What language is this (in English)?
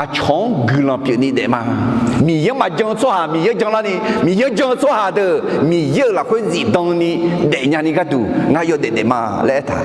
Akha